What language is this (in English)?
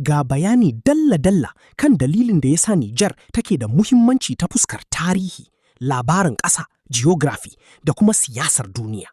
Hausa